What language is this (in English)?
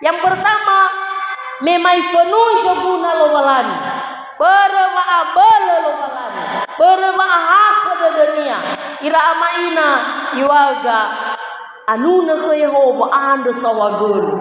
Nias